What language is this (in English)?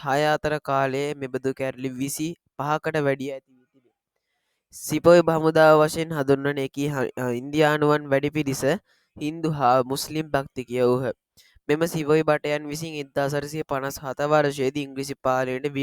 Sinhala